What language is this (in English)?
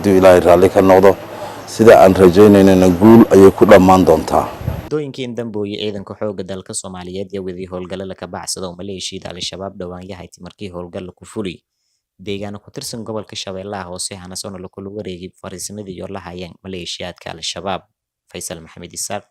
Somali